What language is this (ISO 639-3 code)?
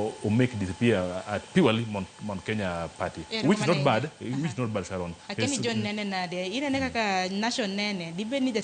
luo